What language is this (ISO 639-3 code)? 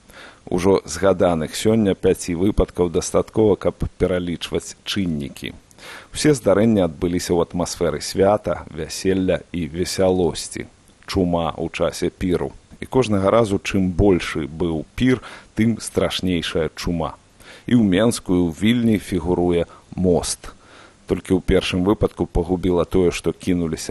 bel